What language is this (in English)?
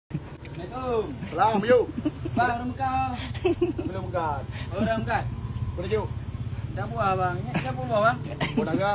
Achinese